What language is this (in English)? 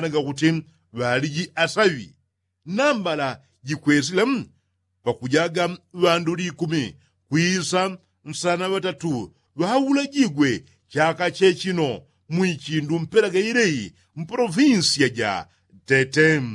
Yao